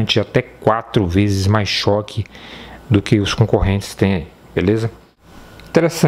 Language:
Portuguese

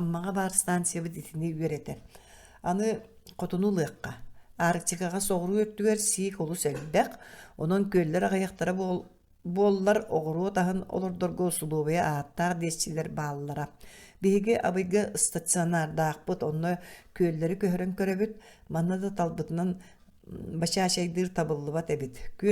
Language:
Yakut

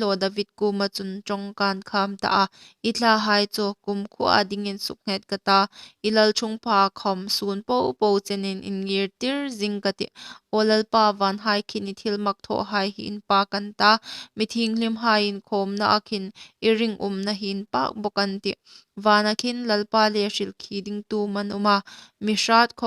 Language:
Hmar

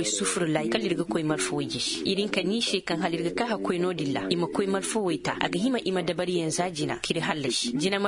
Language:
Koyraboro Senni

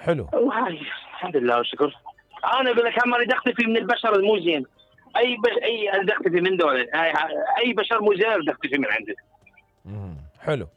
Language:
Mesopotamian Arabic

